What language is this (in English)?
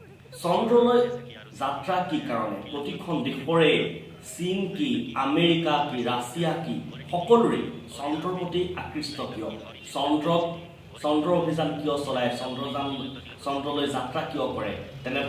Assamese